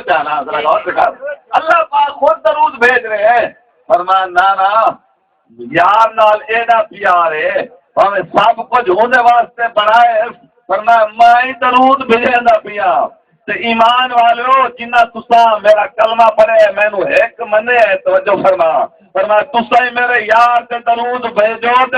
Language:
Saraiki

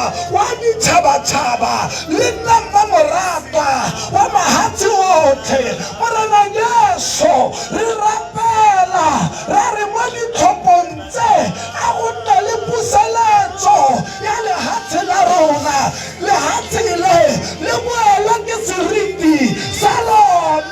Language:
Tswana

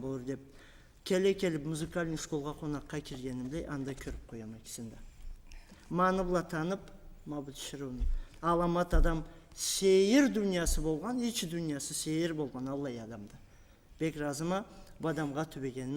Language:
Karachay-Balkar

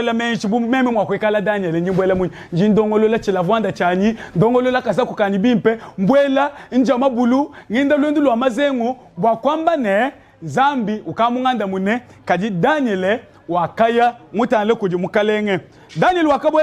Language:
Luba-Lulua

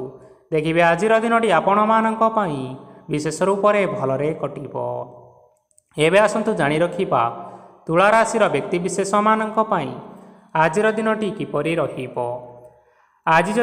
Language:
Odia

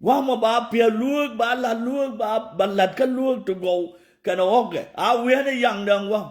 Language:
Nuer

